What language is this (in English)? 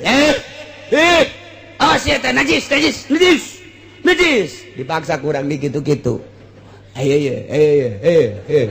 Sundanese